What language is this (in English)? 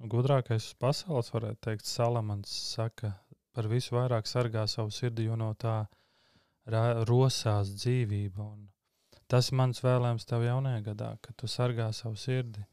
Latvian